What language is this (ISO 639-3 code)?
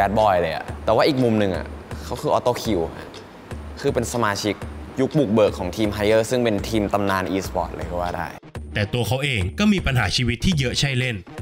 tha